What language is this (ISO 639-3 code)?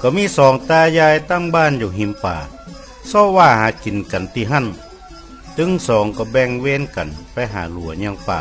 nod